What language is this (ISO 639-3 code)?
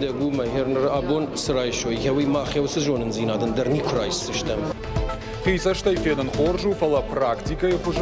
oss